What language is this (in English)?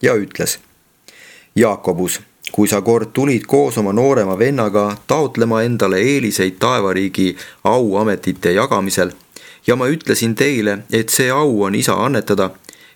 Estonian